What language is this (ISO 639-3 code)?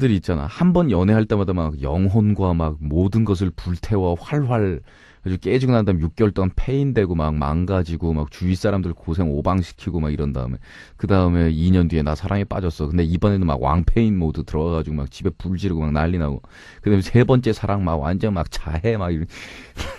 kor